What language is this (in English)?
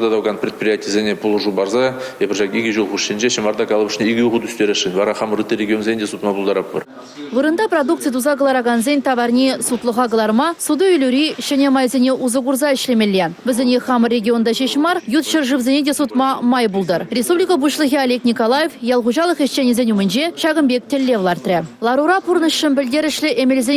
Chuvash